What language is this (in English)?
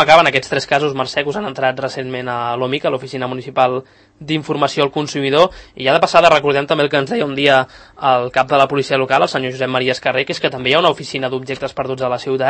Catalan